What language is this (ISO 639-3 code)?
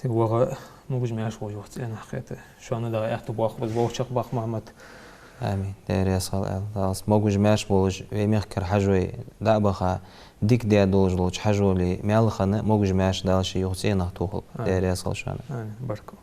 inh